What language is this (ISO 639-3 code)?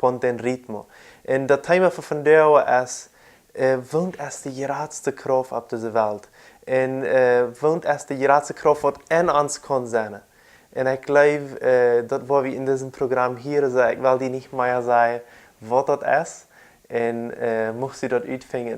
pdt